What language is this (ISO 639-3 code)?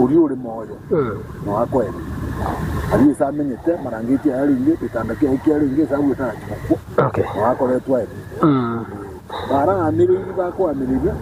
guz